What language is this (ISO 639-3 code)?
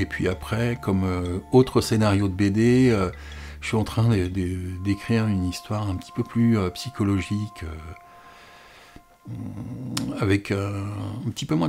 fra